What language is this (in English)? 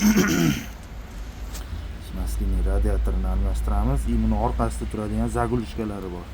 Uzbek